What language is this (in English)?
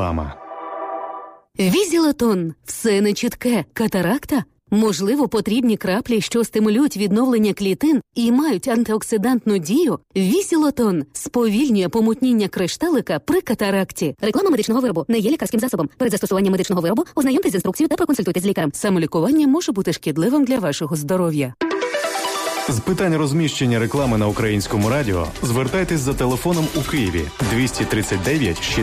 Ukrainian